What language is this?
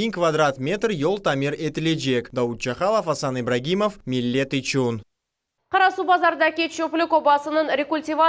Crimean Tatar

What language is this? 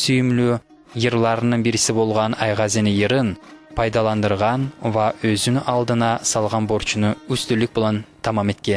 Kumyk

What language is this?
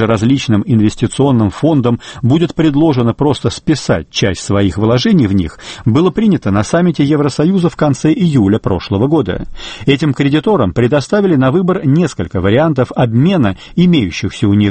Russian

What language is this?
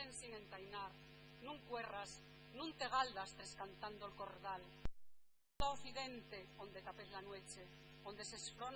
Asturian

